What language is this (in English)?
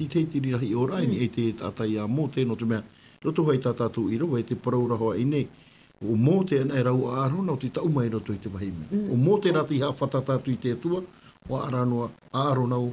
Tahitian